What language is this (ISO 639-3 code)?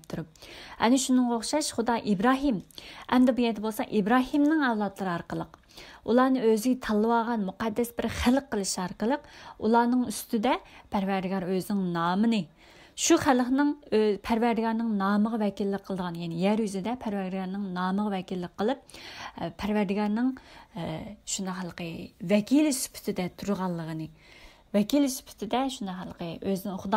uig